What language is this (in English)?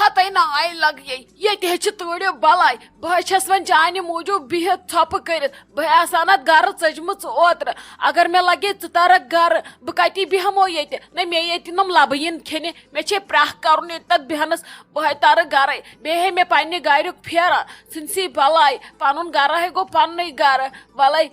Kashmiri